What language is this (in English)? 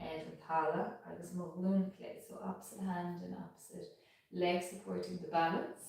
Irish